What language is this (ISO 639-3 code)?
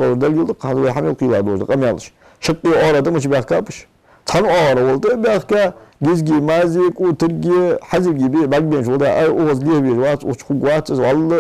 inh